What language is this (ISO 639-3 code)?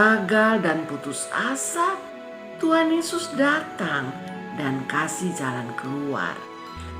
mkn